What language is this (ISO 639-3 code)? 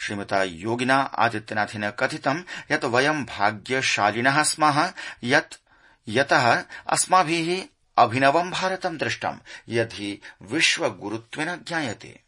san